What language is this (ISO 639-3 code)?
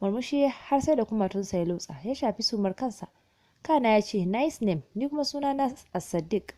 hau